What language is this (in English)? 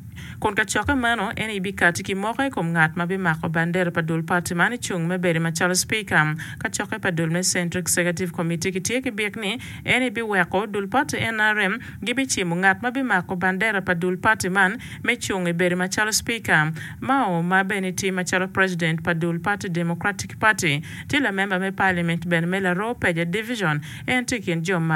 Acoli